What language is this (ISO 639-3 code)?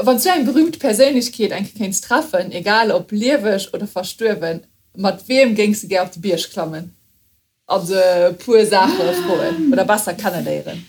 ltz